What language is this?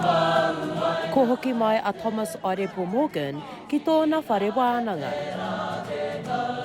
Māori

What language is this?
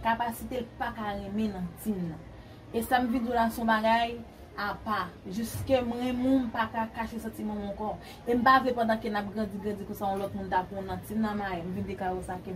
Haitian Creole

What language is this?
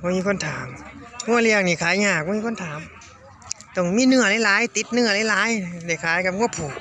Northeastern Thai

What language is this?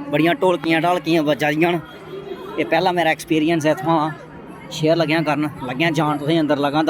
Dogri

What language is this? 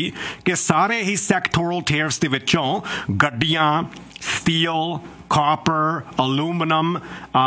Punjabi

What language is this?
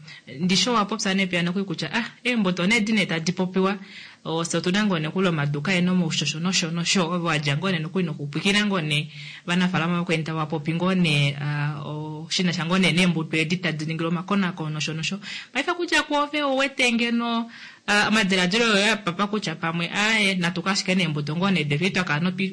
Kuanyama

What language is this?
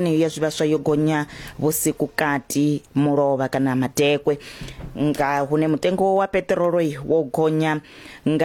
Venda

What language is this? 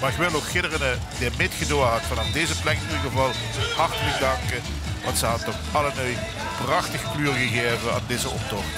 Limburgish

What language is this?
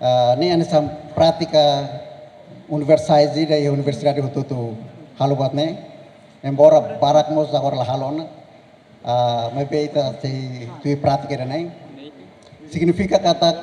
Tetum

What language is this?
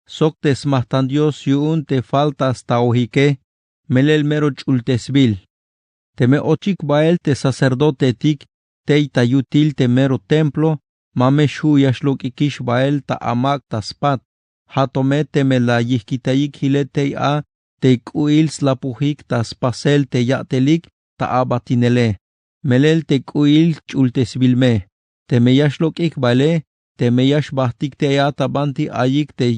Tzeltal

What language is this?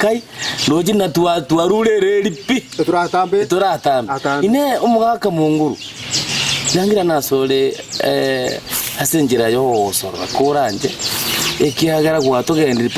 Gusii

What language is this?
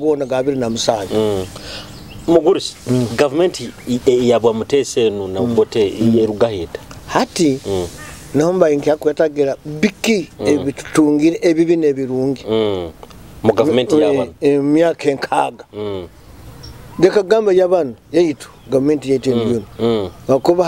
Nyoro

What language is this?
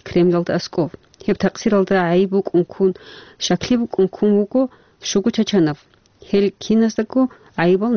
Avaric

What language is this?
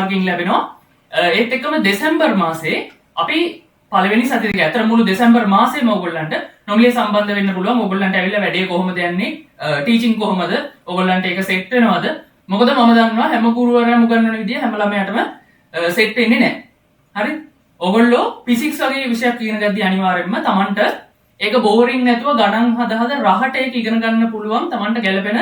Sinhala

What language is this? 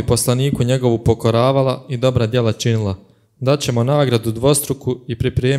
Bosnian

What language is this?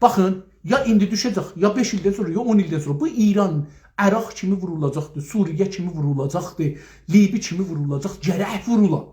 South Azerbaijani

